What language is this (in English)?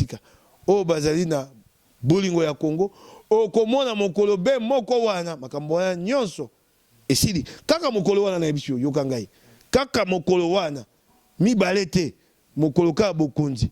Lingala